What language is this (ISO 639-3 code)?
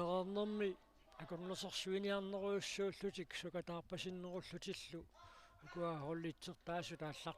kal